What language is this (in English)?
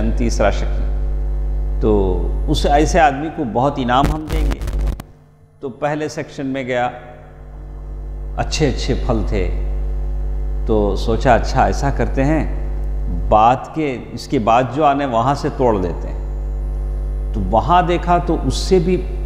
Urdu